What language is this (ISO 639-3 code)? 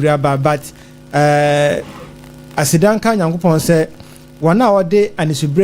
aka